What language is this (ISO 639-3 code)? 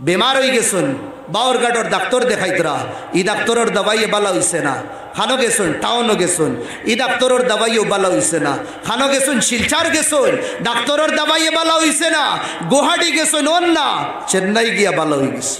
syl